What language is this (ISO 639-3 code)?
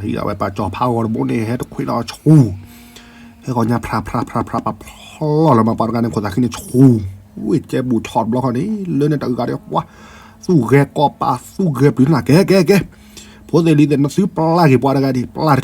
ksw